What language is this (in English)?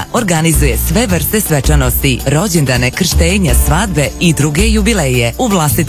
Croatian